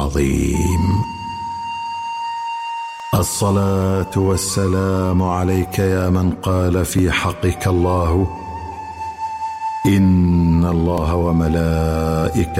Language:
Arabic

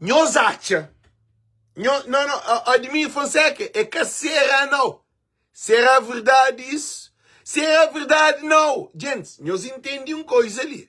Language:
Kabuverdianu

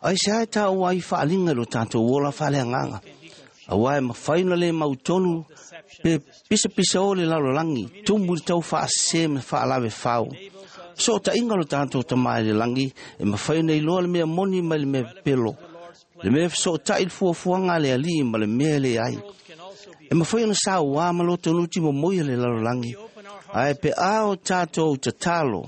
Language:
Samoan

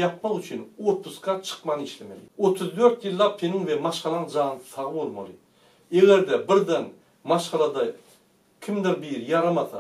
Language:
Turkmen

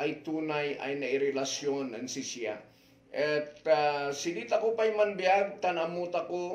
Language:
Kankanaey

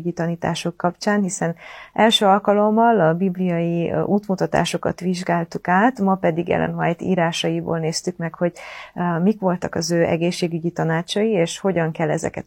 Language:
Hungarian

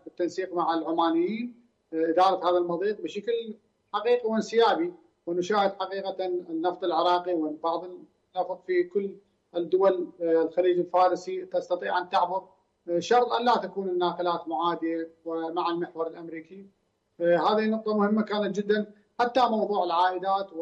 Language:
Arabic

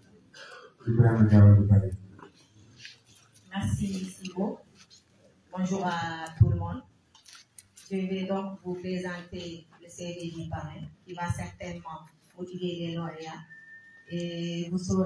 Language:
French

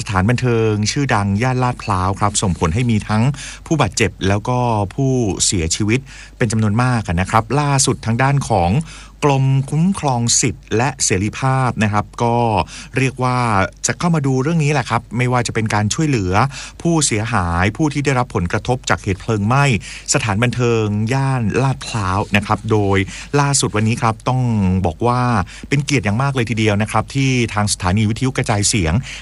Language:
Thai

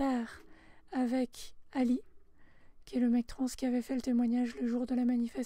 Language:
French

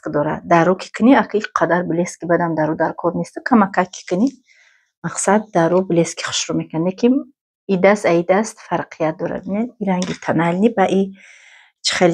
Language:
Tajik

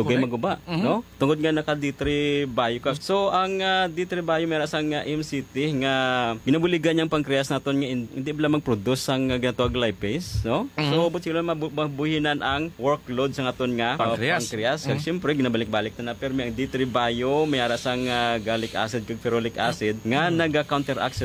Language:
Hiligaynon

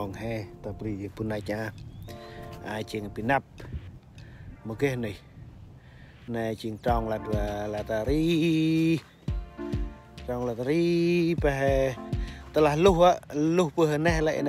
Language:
Central Mnong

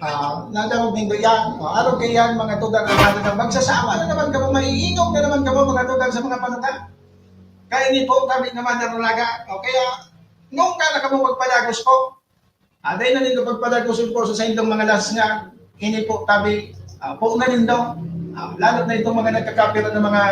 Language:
Bikol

